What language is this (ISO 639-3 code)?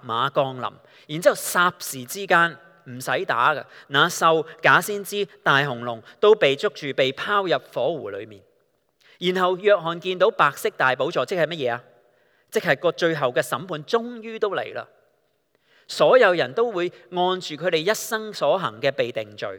yue